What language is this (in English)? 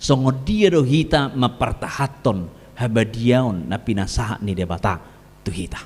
Batak Toba